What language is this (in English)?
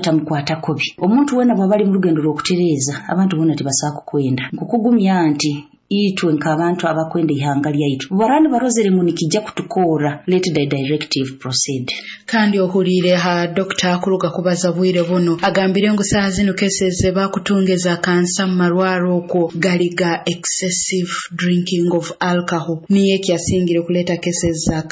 Nyoro